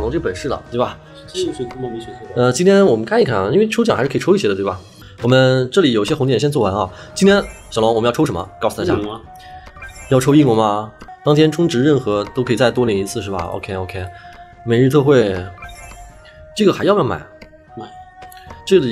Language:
Chinese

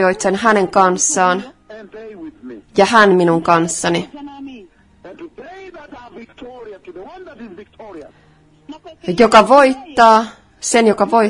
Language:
Finnish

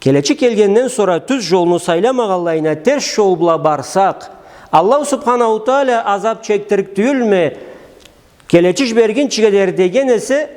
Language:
Karachay-Balkar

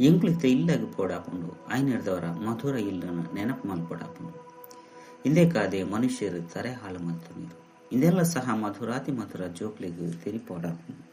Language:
Tulu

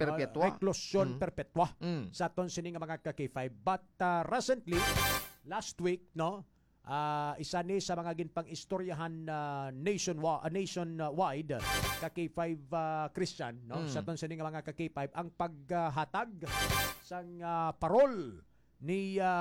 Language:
Hiligaynon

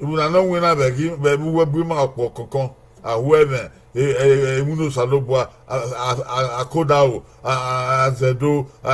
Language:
Bini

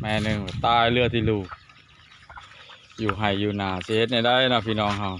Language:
Lao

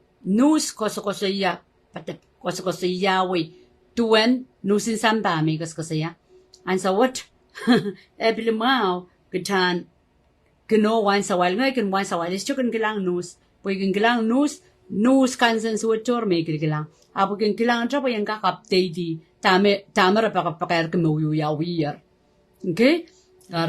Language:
Pohnpeian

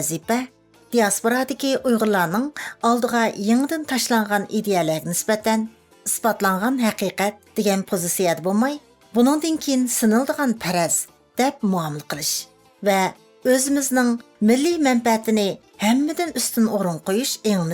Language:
Uyghur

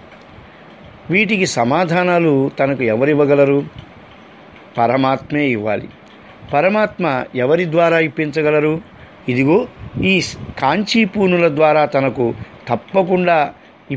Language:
Telugu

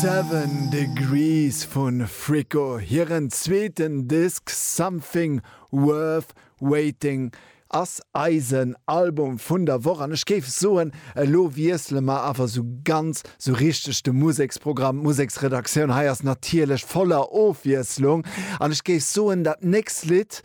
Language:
Luxembourgish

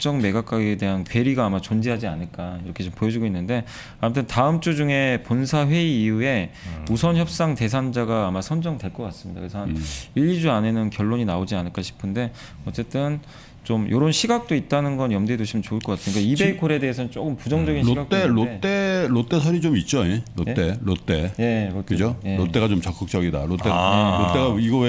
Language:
Korean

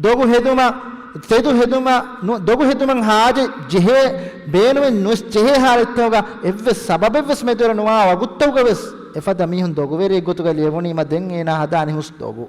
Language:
Divehi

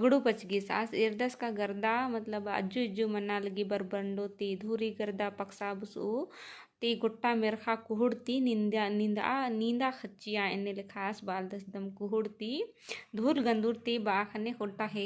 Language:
Kurukh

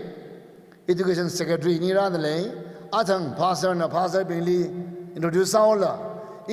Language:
Tangkhul Naga (India)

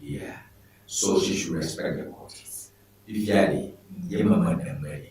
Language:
Ewe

